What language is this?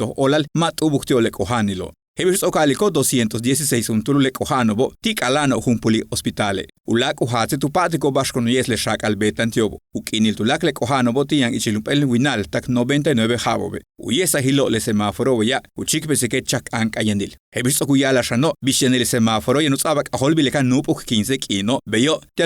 Yucateco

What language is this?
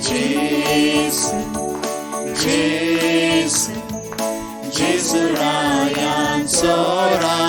Konkani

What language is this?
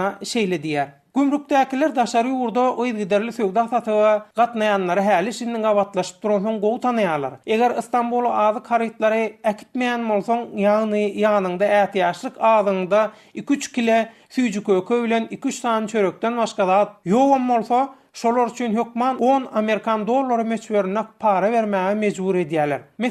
Turkmen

